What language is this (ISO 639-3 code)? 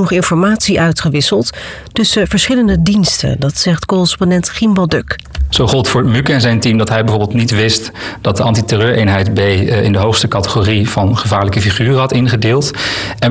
nld